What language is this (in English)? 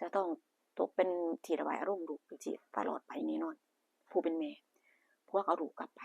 Northeastern Thai